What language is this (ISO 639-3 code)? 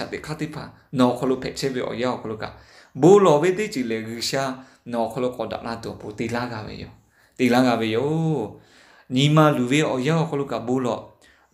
lhu